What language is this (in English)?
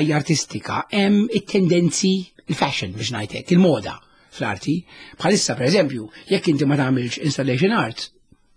Maltese